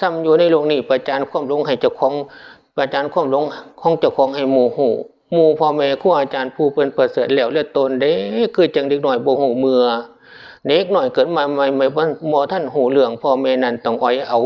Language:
Northeastern Thai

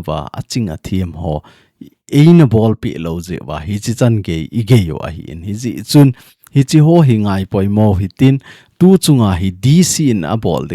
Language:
Thado Chin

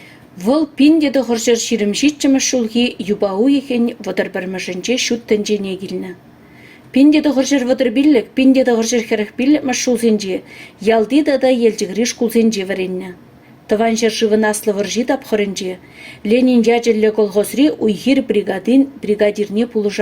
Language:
Chuvash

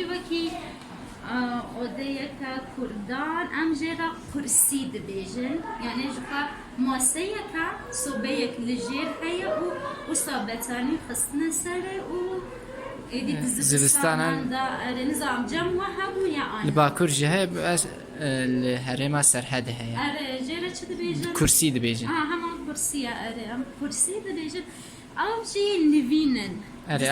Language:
Kurdish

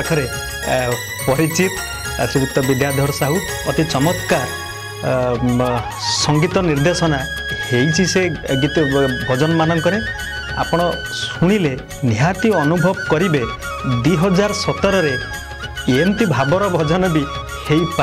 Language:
Odia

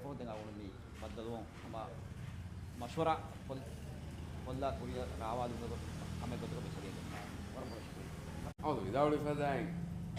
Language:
Divehi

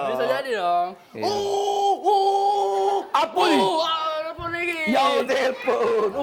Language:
Musi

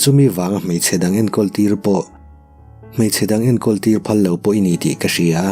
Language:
Mizo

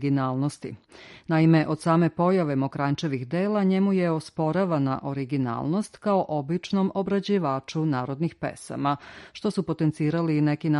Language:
Serbian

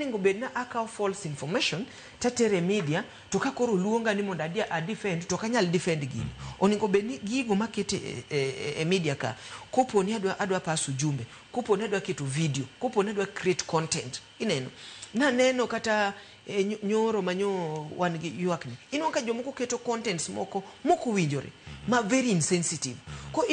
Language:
Luo (Kenya and Tanzania)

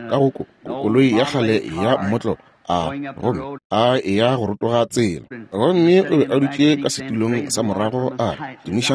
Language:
Northern Sotho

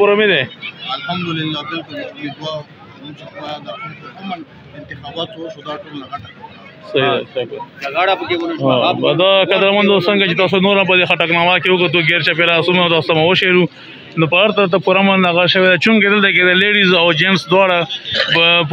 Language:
Pashto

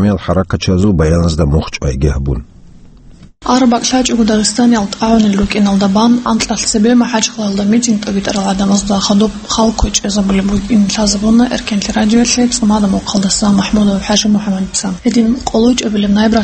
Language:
Avaric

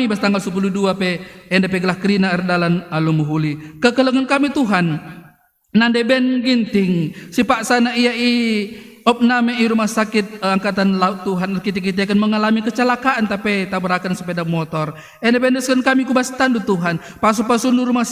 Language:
Batak Karo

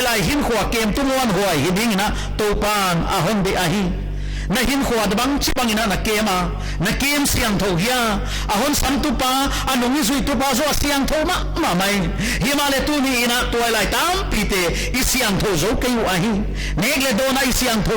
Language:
Paite Chin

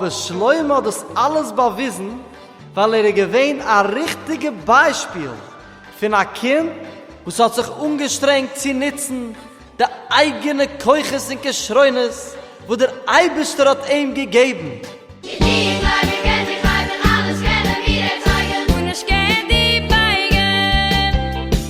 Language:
Yiddish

